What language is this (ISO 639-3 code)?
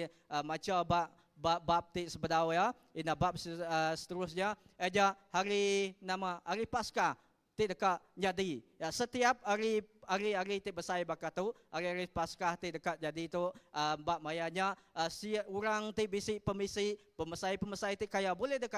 iba